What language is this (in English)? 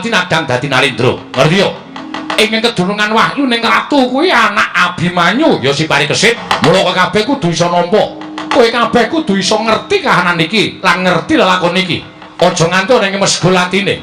Javanese